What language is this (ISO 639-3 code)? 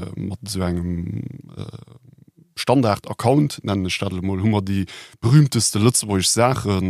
ltz